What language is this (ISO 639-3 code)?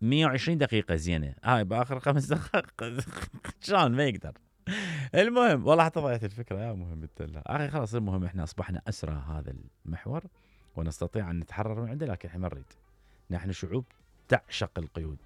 acm